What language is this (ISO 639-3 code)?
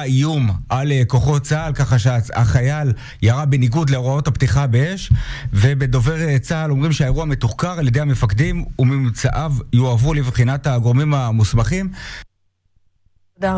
heb